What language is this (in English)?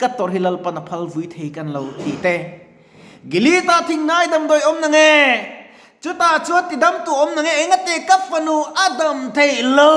Mizo